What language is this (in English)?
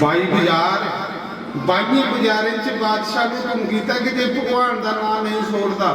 Dogri